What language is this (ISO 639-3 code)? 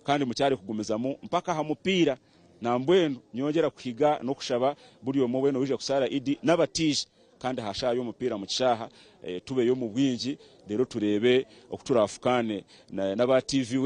nyn